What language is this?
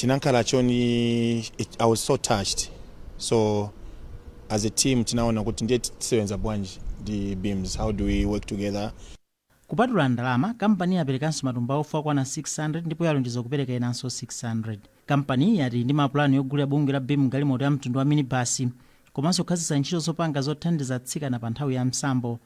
Nyanja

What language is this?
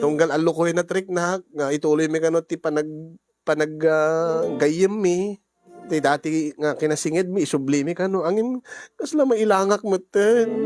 Iloko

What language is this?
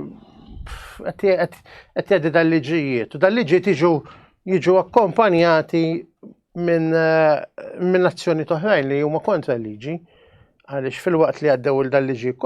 Maltese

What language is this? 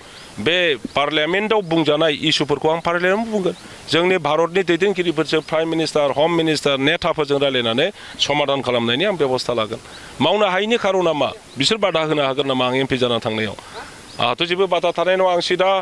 Bodo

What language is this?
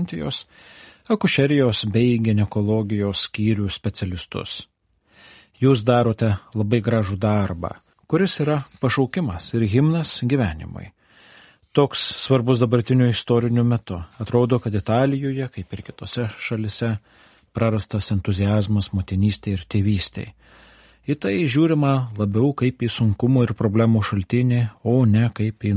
Lithuanian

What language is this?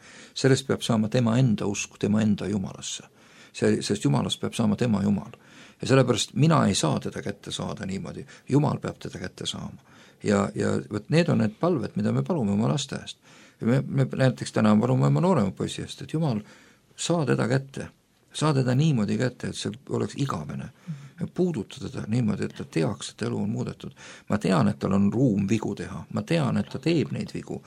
Estonian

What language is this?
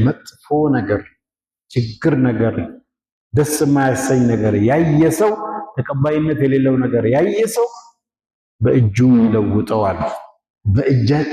Amharic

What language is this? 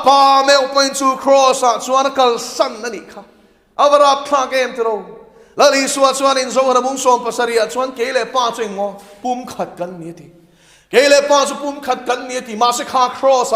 Mizo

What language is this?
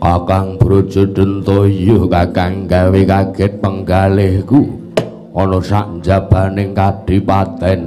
Javanese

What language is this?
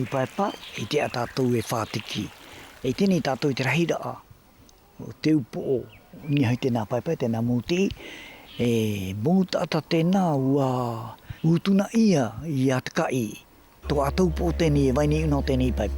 South Marquesan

